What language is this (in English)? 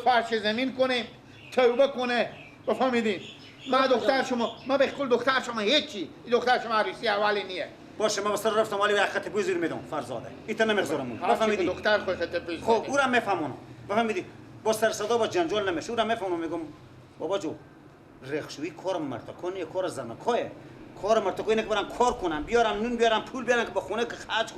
Persian